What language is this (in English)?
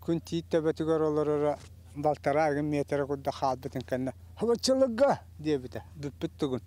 Yakut